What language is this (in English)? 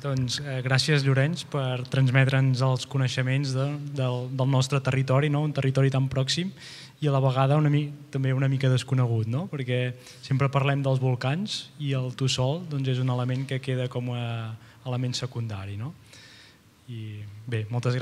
Catalan